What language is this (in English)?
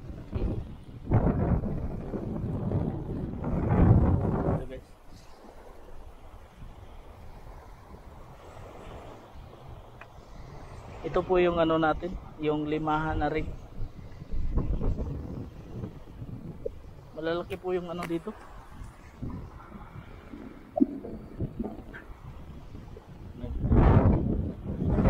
Filipino